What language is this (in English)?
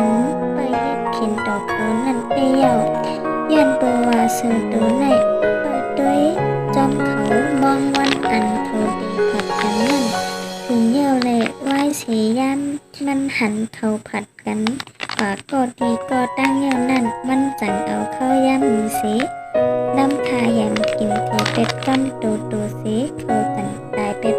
Shan